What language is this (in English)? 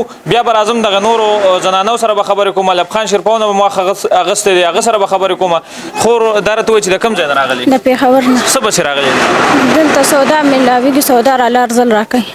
Pashto